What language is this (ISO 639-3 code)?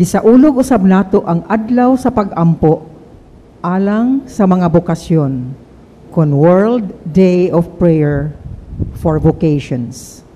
ceb